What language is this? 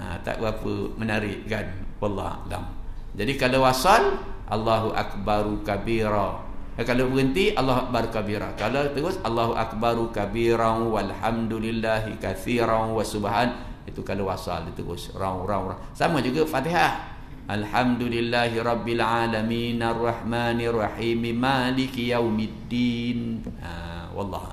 Malay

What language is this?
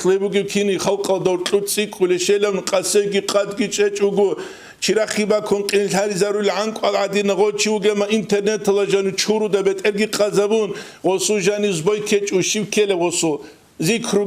Avaric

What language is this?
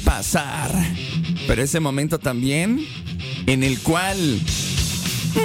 Spanish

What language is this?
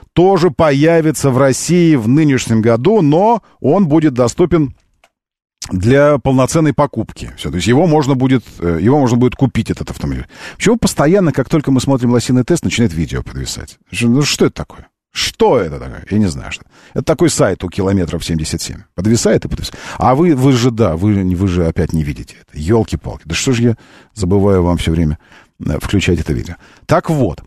Russian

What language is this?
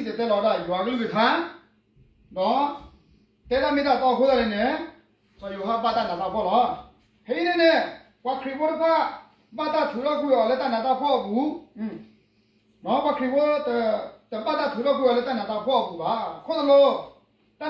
S'gaw Karen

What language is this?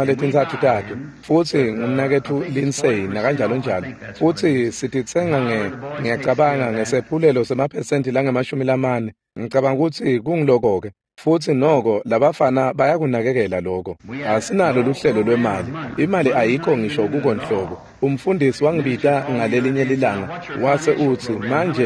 Swati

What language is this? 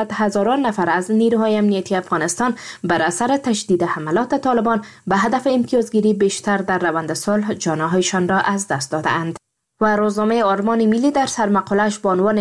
Persian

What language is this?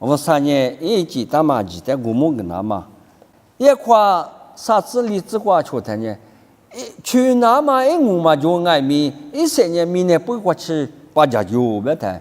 Lisu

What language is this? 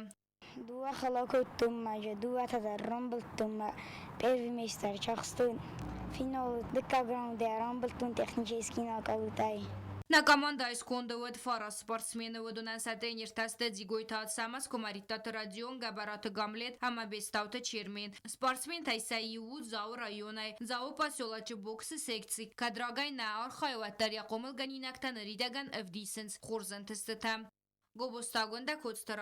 Ossetic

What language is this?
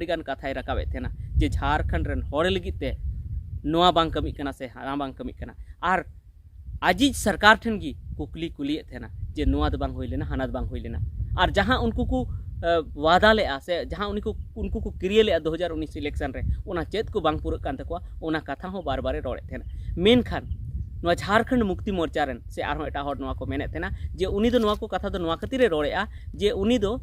Santali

